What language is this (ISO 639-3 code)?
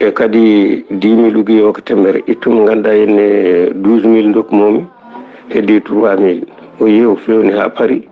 ful